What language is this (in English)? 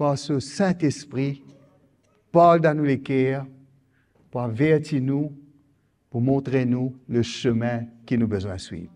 Morisyen